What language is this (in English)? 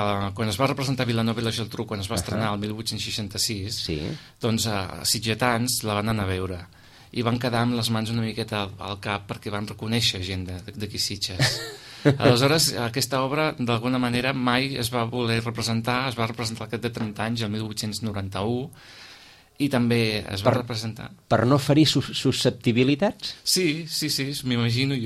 Catalan